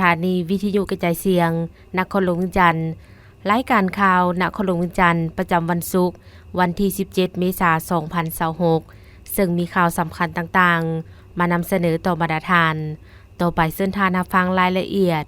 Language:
Lao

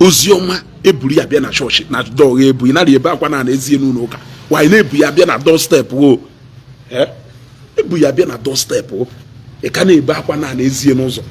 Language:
Igbo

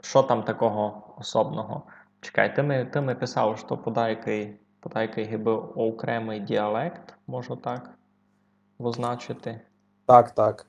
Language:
Rusyn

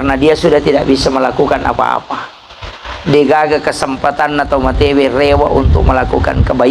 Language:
Buginese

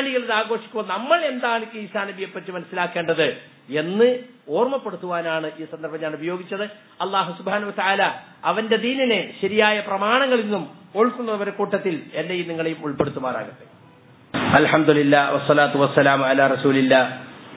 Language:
Malayalam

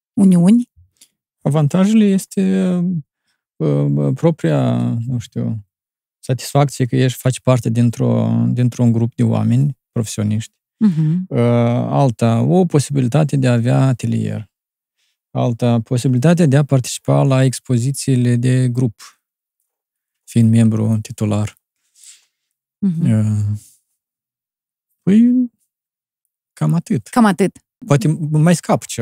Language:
Romanian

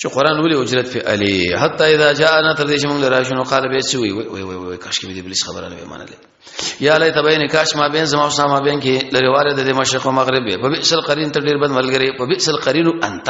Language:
Pashto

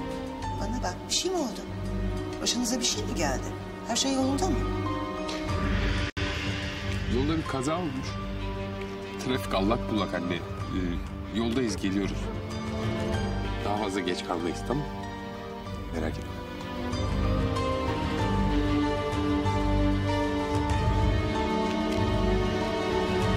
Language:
Turkish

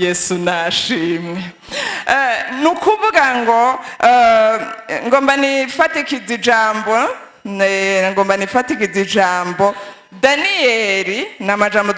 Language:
Rundi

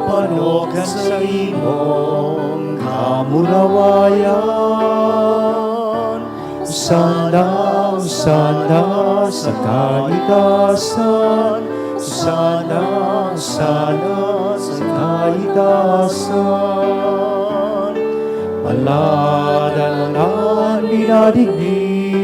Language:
Bikol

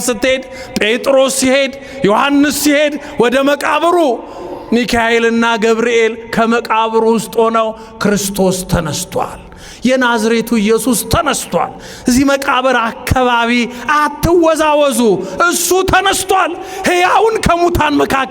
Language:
Amharic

